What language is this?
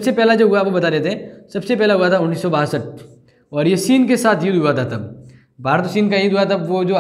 Hindi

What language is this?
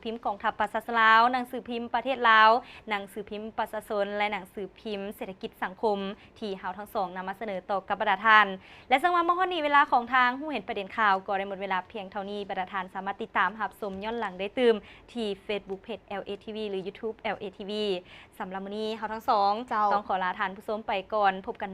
Lao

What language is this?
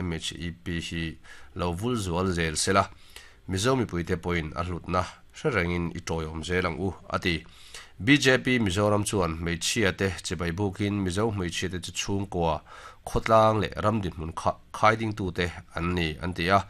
Mizo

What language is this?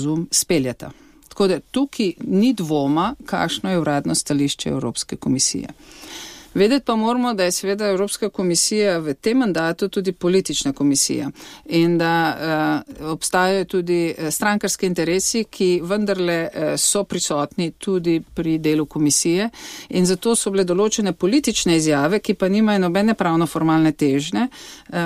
Slovenian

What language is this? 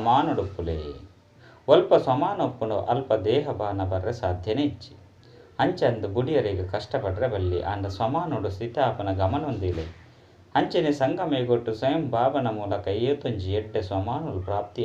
Tulu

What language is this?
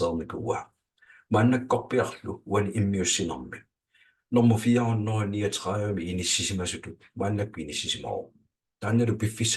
Kalaallisut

